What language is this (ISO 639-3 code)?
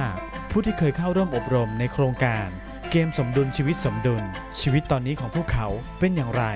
tha